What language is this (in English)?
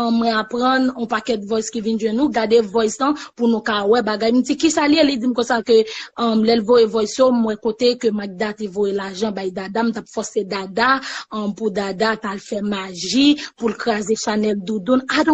Haitian Creole